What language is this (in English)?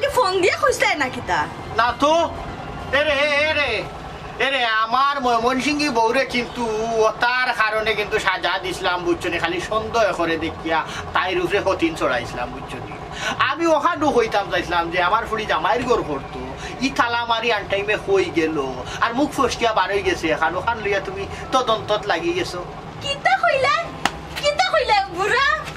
Sylheti